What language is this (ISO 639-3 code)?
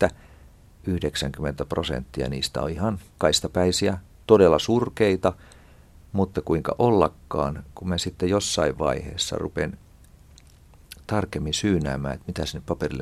fin